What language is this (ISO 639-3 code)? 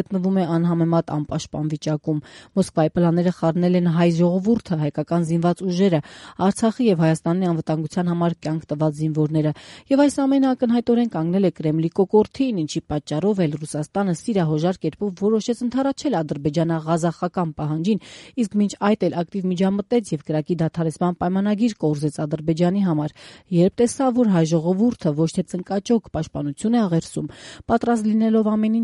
hye